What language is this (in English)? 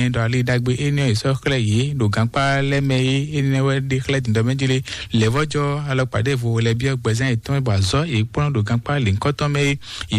Fon